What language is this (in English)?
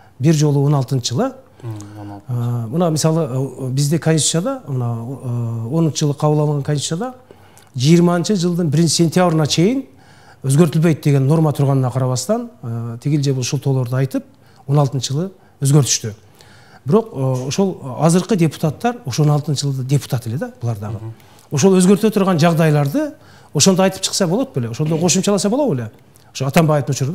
Kyrgyz